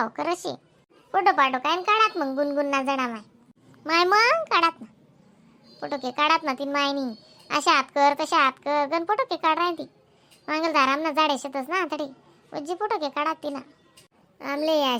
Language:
Khandesi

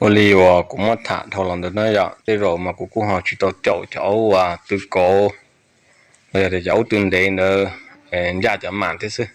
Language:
Hmong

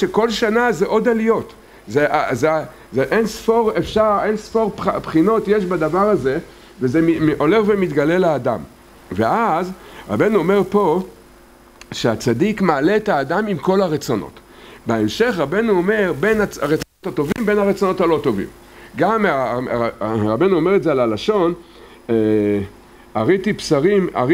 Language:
Hebrew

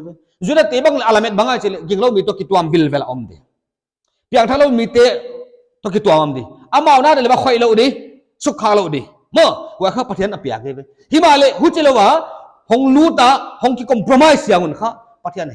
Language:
Paite Chin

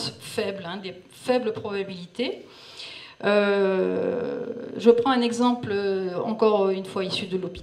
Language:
French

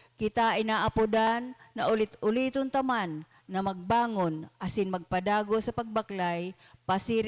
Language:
Bikol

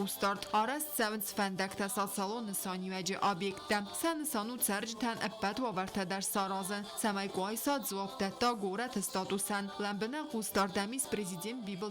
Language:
Ossetic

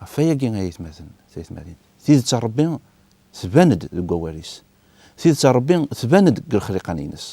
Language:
Kabyle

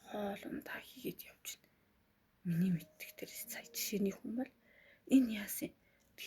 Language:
Mongolian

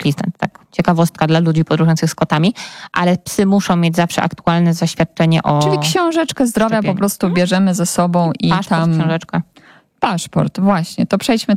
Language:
Polish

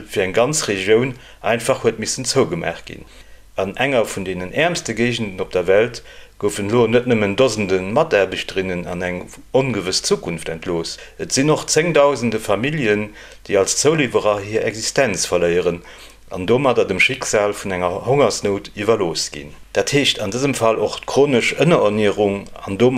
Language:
Luxembourgish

